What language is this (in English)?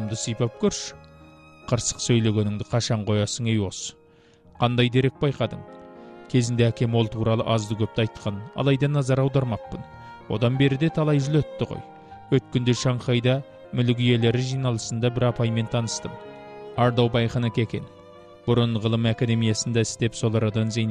Kazakh